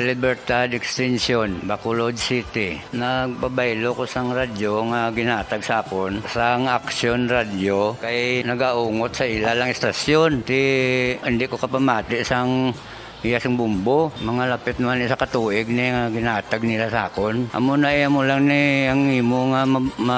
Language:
Hiligaynon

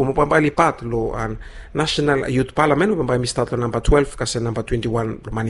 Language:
Bislama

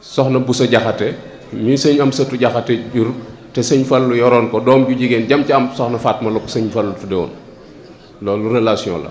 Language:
Wolof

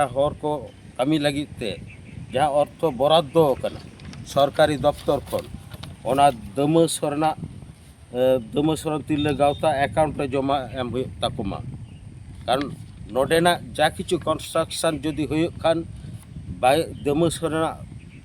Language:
Santali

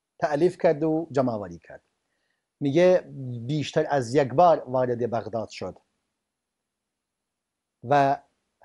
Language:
Persian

